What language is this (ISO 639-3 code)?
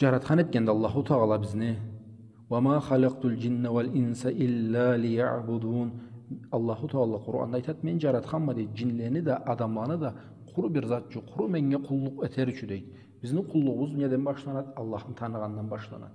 krc